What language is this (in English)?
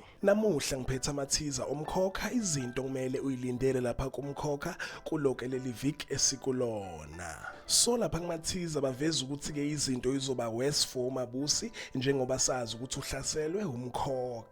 Zulu